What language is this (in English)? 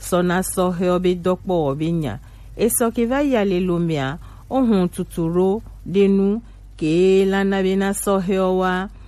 Gen